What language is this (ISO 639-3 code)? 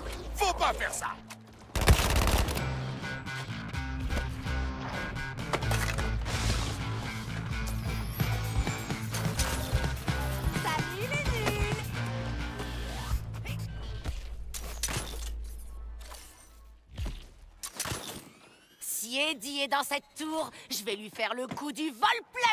fra